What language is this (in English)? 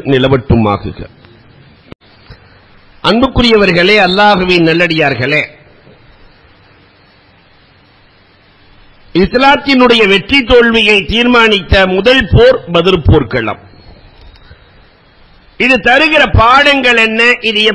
Tamil